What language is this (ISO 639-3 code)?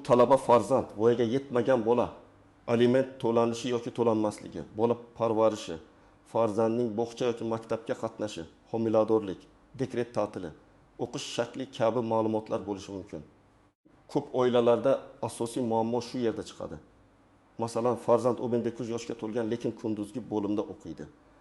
uzb